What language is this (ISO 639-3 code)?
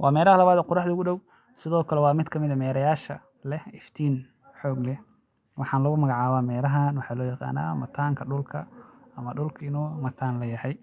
som